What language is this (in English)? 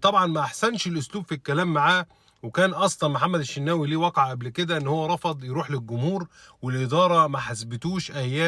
Egyptian Arabic